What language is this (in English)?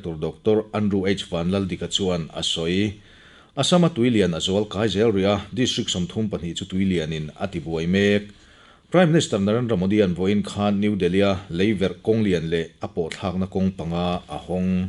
Mizo